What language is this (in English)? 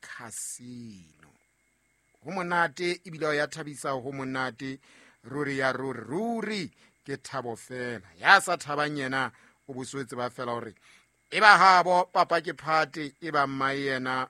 Southern Sotho